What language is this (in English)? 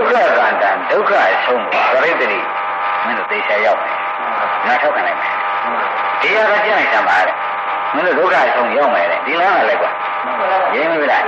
Burmese